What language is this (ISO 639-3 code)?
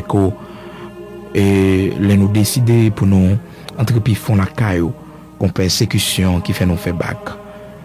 hat